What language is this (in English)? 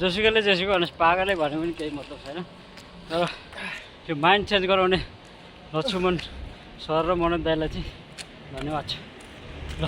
Nepali